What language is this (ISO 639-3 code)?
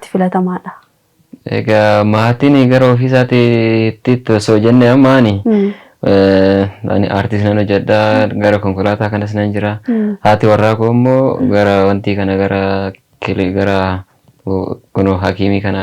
orm